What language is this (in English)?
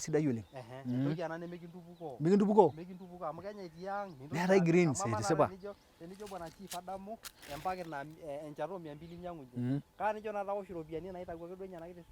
Masai